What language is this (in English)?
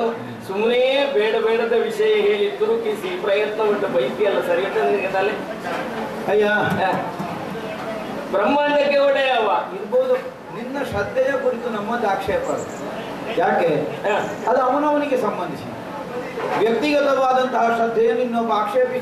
Kannada